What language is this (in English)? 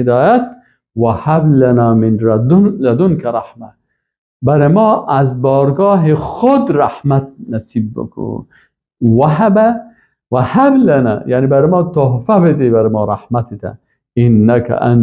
Persian